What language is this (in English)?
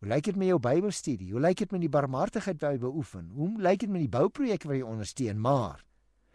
Afrikaans